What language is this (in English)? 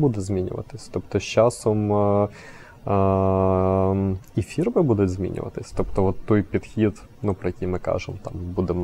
Ukrainian